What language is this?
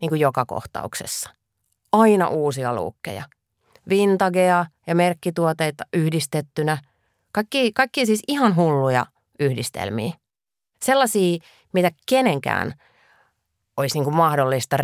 Finnish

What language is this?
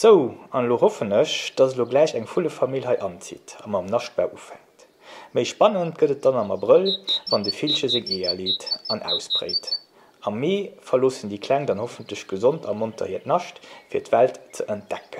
Luxembourgish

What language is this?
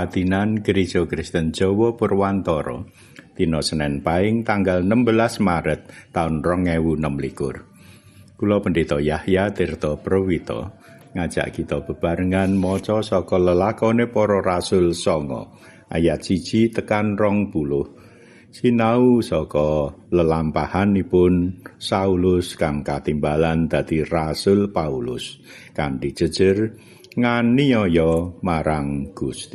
Javanese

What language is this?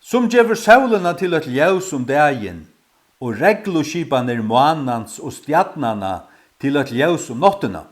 Faroese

